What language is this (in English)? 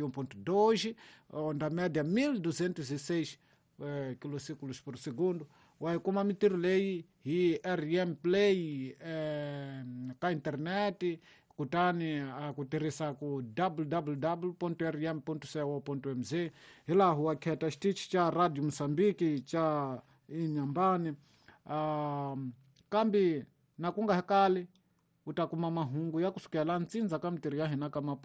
Tsonga